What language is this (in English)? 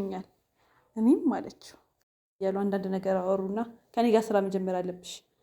Amharic